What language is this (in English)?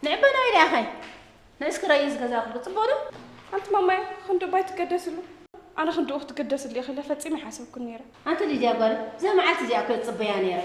Tigrinya